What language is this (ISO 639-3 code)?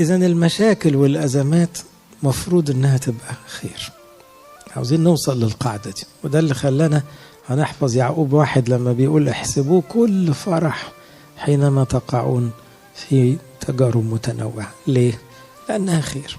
arz